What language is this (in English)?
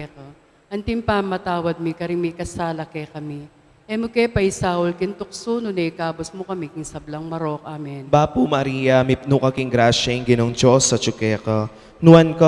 Pampanga